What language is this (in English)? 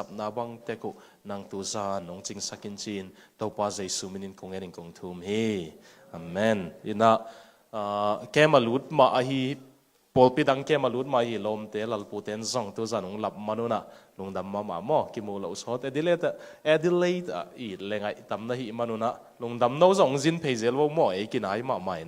Tedim Chin